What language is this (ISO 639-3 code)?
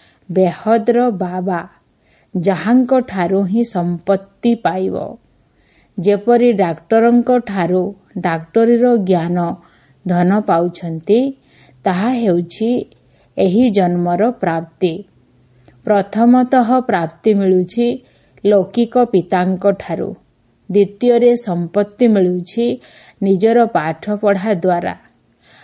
ori